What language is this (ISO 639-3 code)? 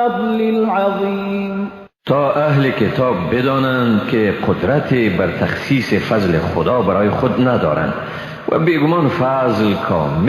fas